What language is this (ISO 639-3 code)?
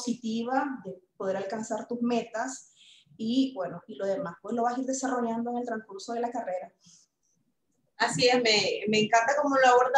spa